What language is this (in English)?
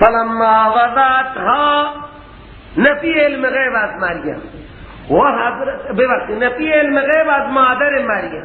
Persian